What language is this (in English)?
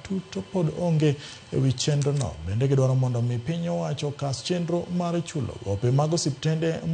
Luo (Kenya and Tanzania)